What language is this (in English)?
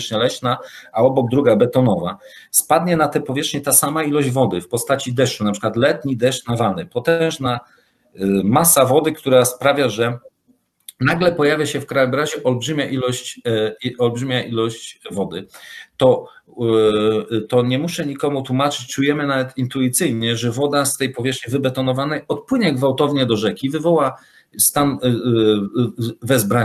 Polish